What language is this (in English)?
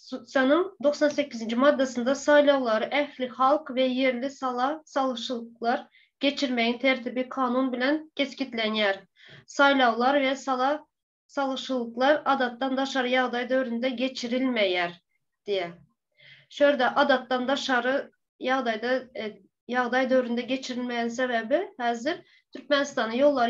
Turkmen